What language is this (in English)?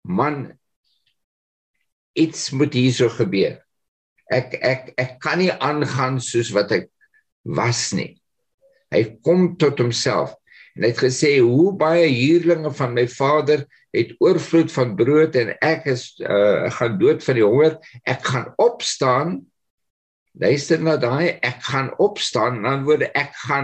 Afrikaans